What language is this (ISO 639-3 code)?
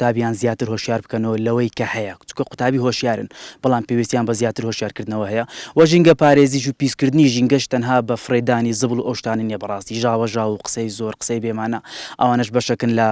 ckb